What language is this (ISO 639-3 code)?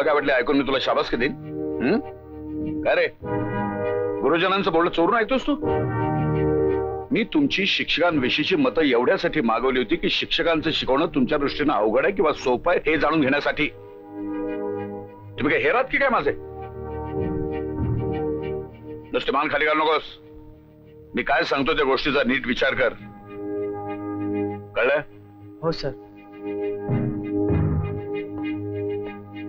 mar